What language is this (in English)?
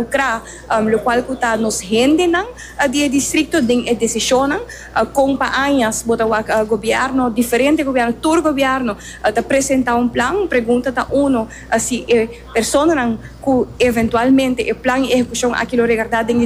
Papiamento